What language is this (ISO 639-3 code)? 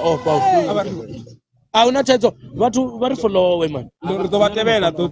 ven